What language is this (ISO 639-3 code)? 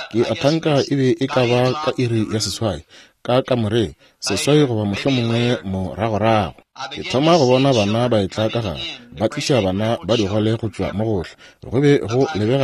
nso